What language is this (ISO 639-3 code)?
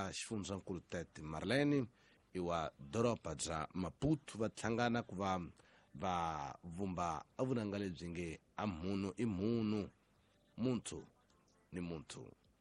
tso